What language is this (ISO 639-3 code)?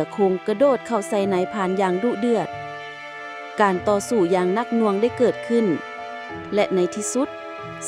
lao